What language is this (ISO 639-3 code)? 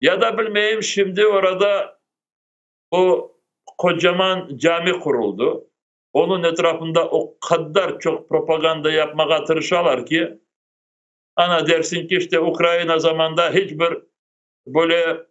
crh